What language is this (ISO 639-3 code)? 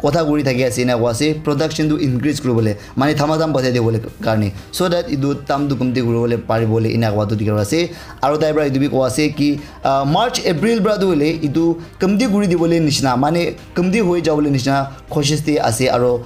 nag